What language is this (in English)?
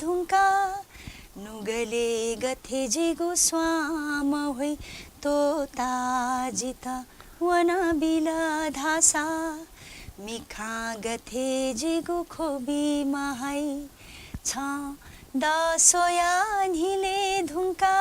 Newari